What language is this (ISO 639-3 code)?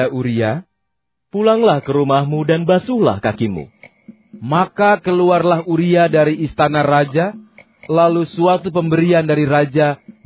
ind